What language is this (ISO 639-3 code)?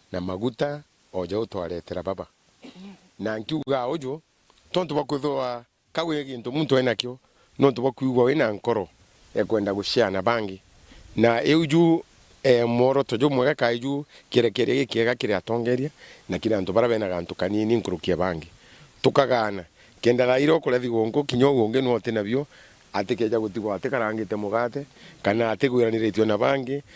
mer